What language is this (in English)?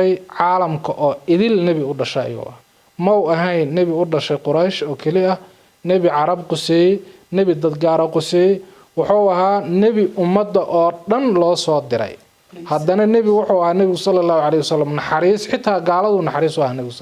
Somali